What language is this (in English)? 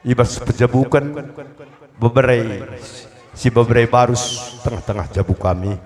Batak Karo